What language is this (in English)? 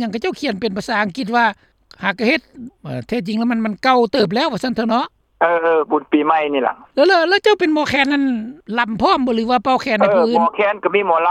Lao